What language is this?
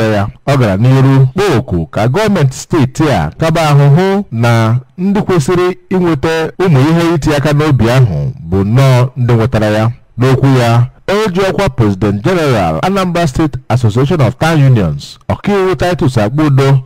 Igbo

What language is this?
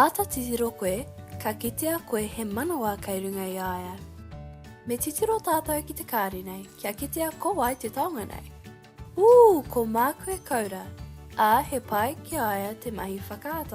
Māori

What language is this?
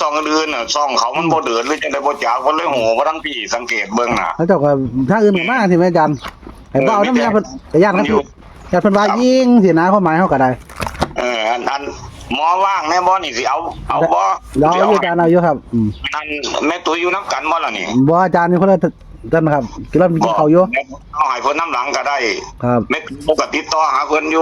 Northeastern Thai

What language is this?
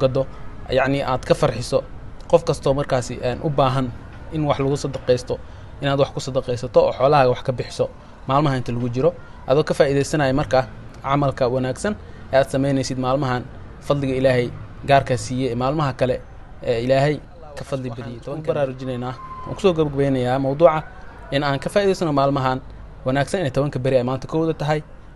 Somali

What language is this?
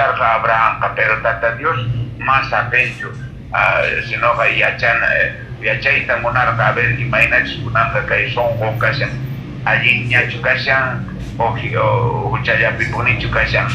Quechua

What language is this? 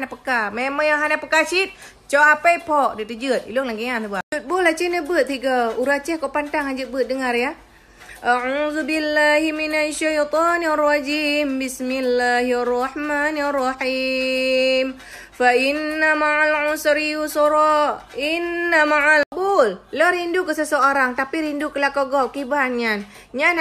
Achinese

